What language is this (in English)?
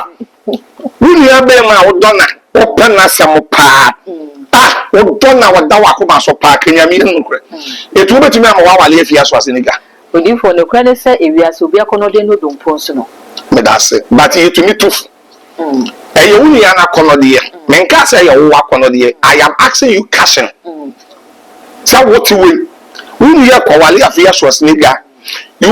Akan